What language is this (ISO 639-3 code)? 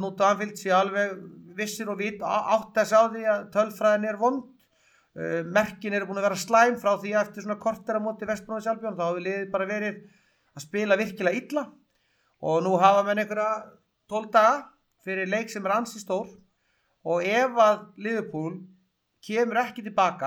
isl